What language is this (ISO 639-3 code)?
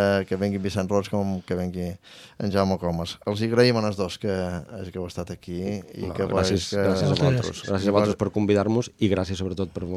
cat